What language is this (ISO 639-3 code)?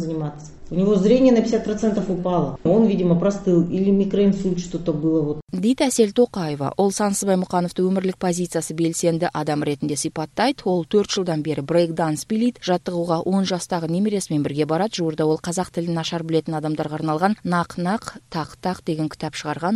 kaz